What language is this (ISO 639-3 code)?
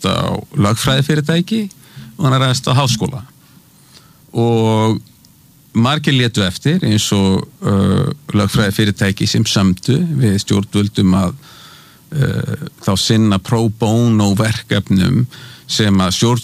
isl